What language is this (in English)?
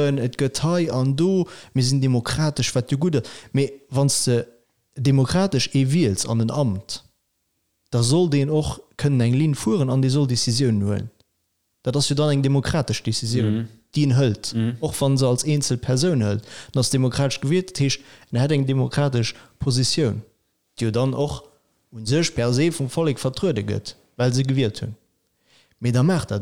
Luxembourgish